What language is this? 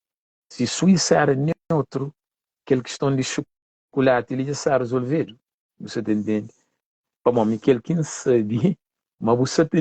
Kabuverdianu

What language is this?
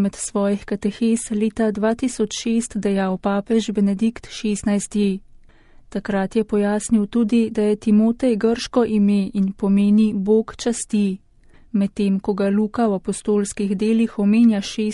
Slovenian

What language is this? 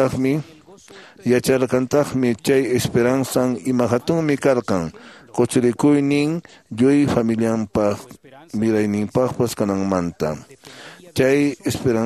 Quechua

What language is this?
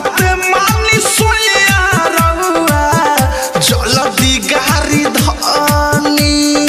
Bhojpuri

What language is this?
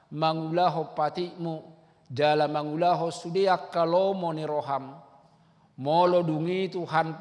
Batak Toba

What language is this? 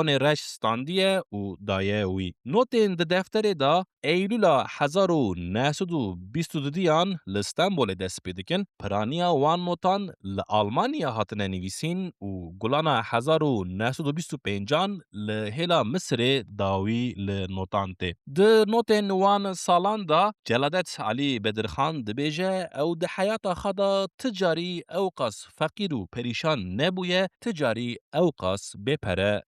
Kurdish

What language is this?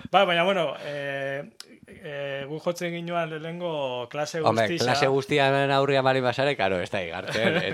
Basque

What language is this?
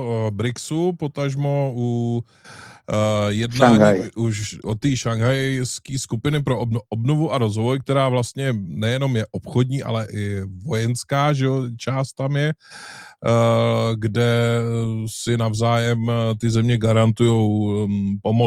Czech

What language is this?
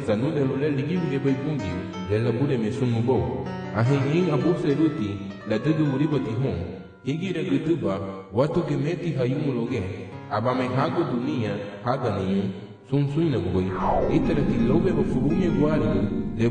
Garifuna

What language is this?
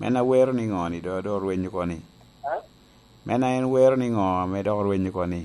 Lango (Uganda)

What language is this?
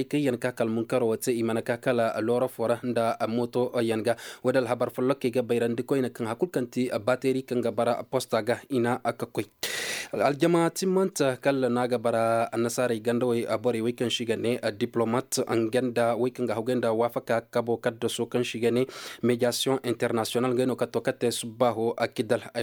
Koyraboro Senni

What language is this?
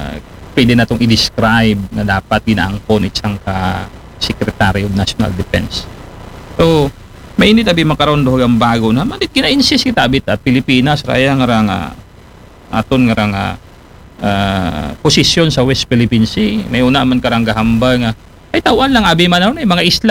Aklanon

